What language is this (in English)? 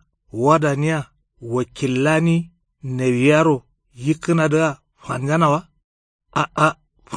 Kanuri